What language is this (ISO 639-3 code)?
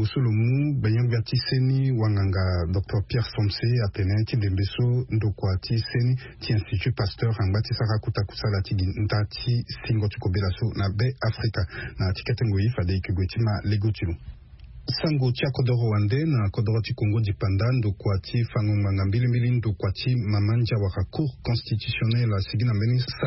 sag